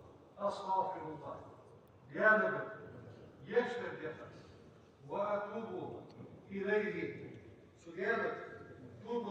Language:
Ingush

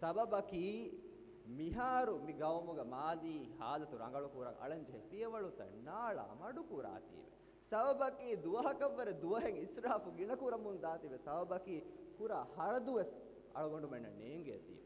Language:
Divehi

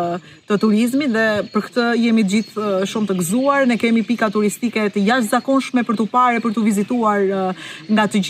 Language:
Albanian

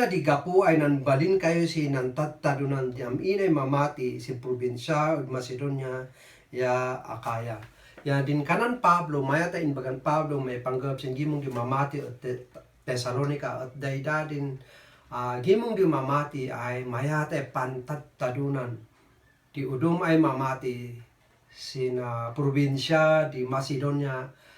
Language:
Kankanaey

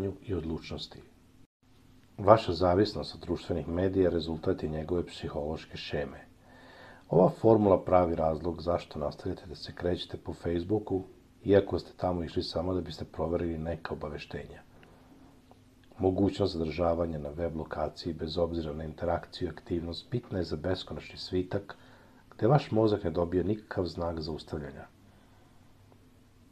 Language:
Serbian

